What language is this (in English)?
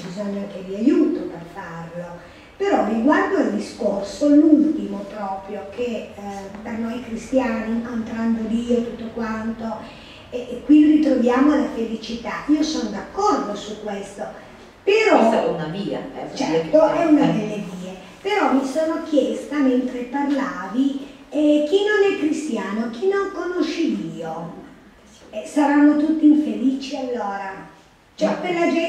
Italian